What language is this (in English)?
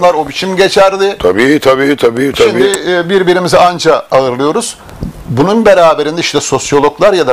Turkish